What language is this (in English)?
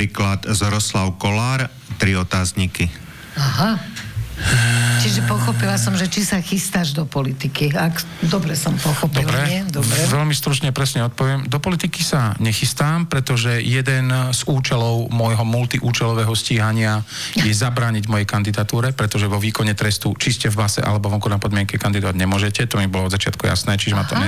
Slovak